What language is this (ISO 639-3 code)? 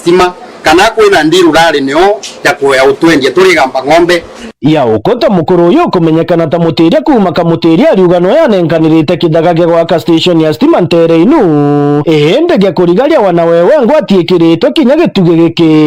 mer